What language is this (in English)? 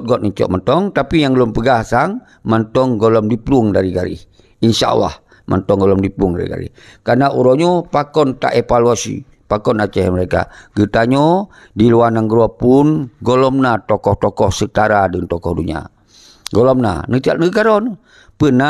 Achinese